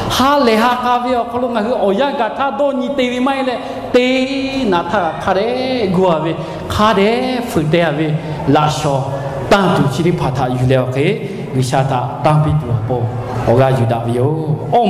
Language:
Lahu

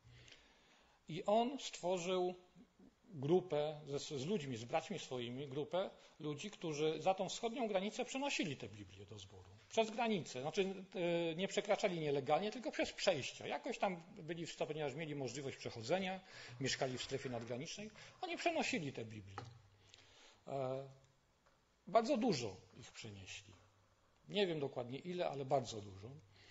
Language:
Polish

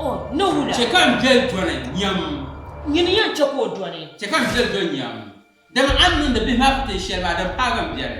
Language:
Dagbani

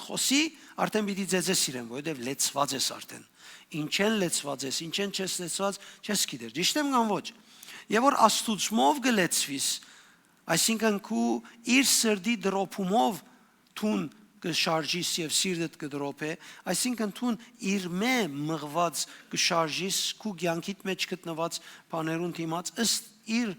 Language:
Western Armenian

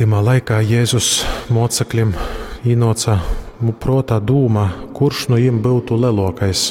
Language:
Latgalian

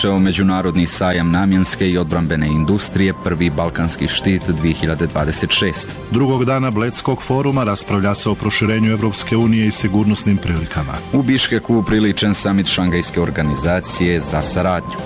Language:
Bosnian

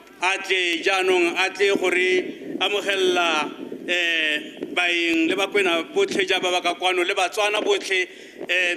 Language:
Tswana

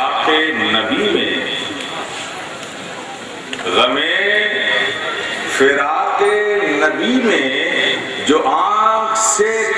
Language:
Urdu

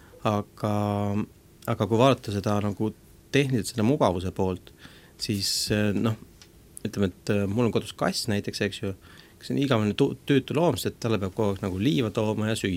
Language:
Estonian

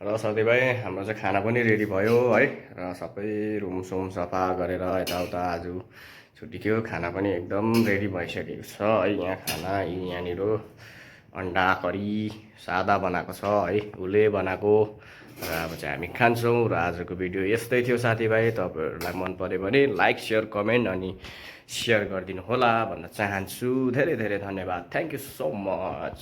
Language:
Nepali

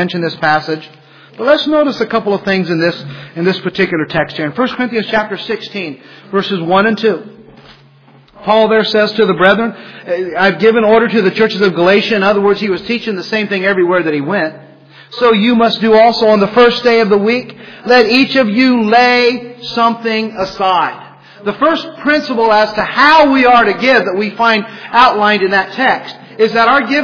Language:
English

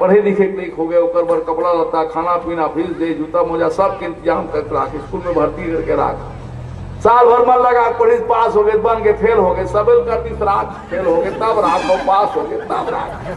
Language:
Chhattisgarhi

